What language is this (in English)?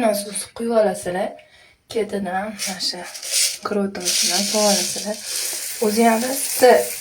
Uzbek